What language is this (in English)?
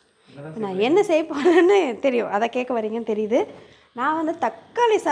Tamil